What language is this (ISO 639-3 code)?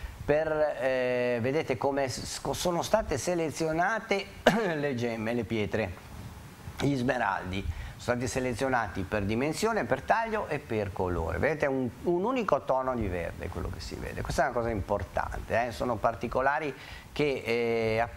ita